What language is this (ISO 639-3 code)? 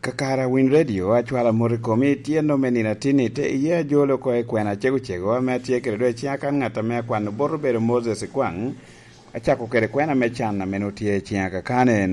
laj